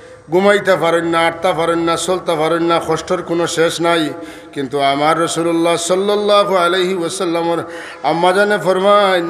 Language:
Sylheti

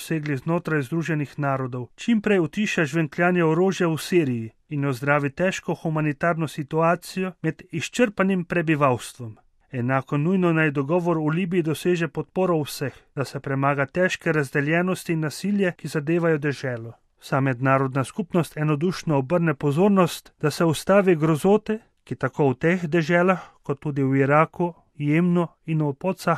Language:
Slovenian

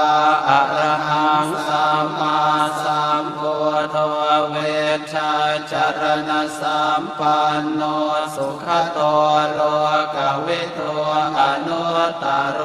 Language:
Pali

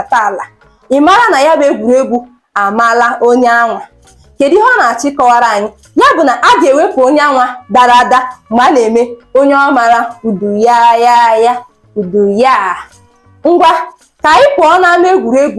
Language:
Igbo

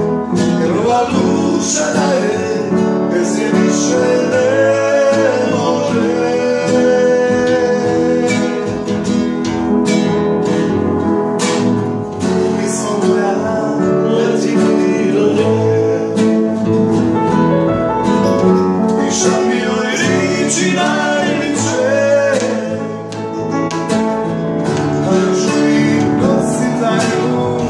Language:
Croatian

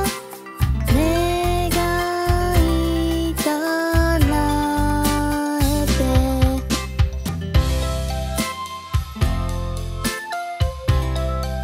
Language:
Japanese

